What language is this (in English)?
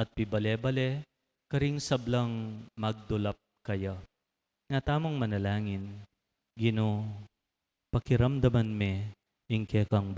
Pampanga